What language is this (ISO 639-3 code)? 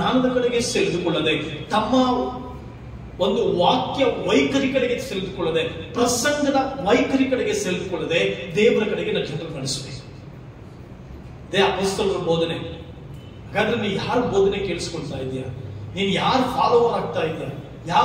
kan